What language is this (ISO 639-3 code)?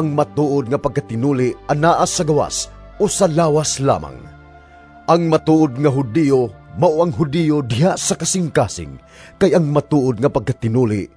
ceb